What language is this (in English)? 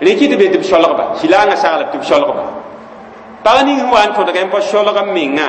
Mossi